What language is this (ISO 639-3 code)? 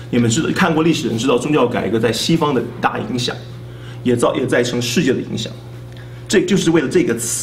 zho